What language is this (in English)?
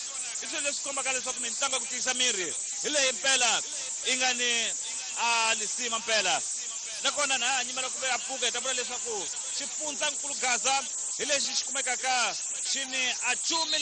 Tsonga